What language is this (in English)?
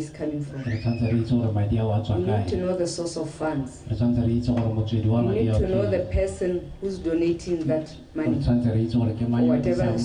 Tswana